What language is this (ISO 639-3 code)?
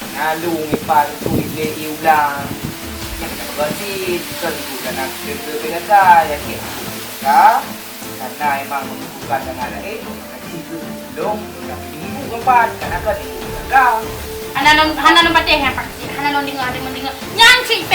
ace